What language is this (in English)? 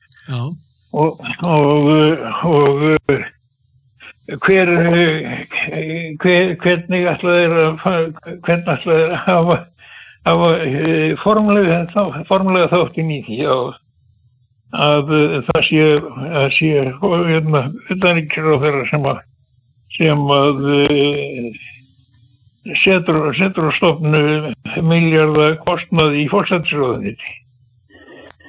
Icelandic